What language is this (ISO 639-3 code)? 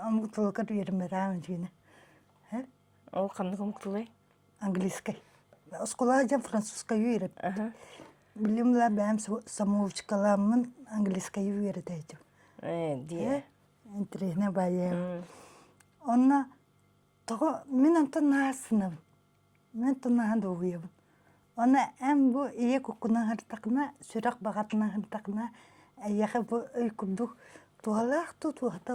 sah